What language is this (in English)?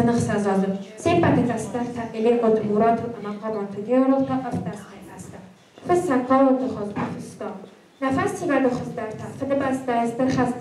Ossetic